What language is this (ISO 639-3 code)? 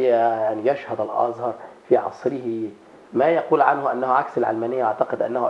arz